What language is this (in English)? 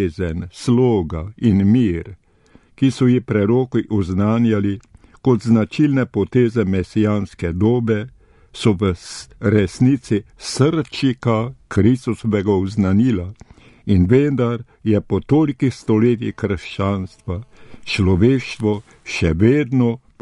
Slovenian